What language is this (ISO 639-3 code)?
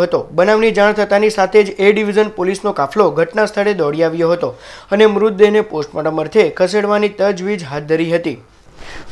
guj